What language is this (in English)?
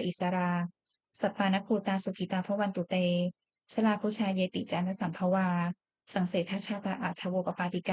Pali